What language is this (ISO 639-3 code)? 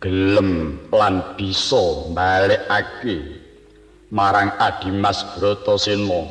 jav